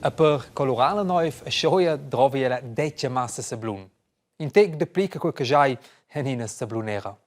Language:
Romansh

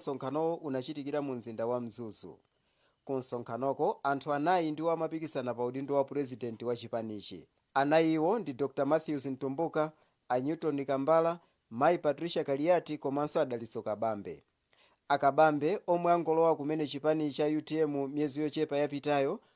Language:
Nyanja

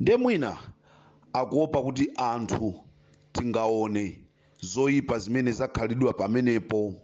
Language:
Nyanja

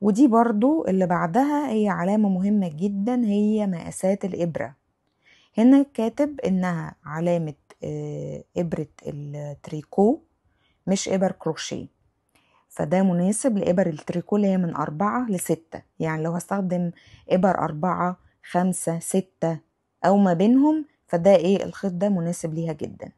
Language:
Egyptian Arabic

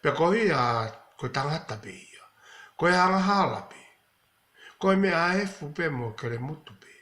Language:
Tongan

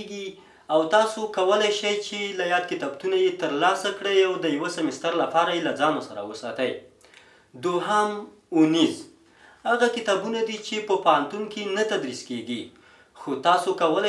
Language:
Pashto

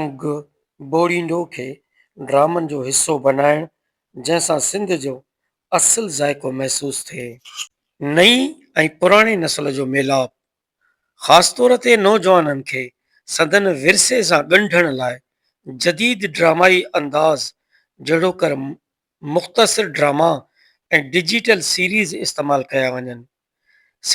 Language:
Sindhi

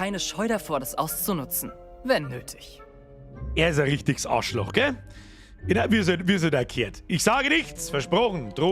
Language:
Bavarian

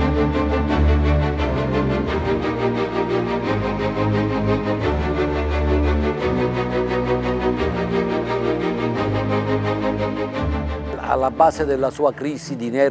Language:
Italian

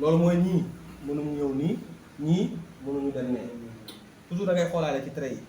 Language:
Wolof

